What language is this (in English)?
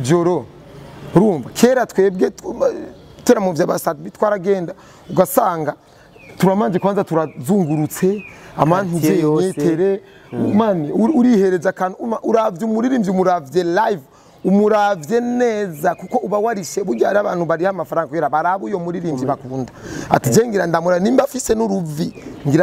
Rundi